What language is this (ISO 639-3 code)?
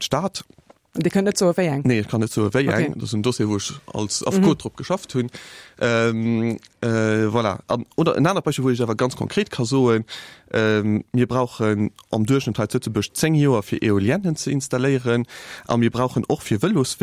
ltz